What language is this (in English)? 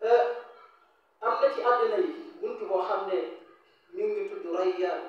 Wolof